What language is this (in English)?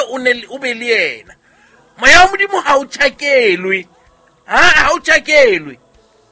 Southern Sotho